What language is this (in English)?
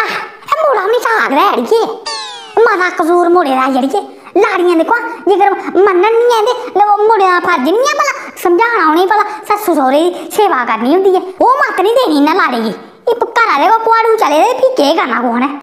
Dogri